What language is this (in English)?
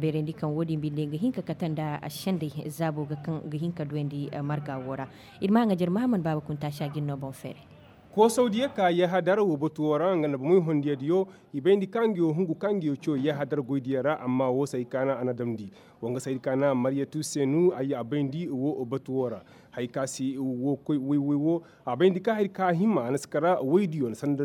Koyraboro Senni